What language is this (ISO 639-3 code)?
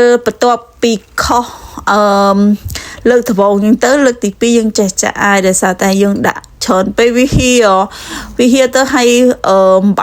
khm